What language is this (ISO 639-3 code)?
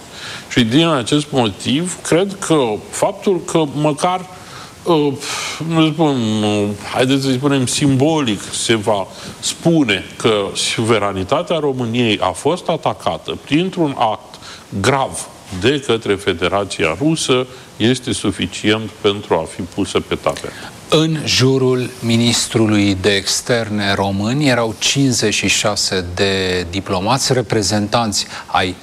ron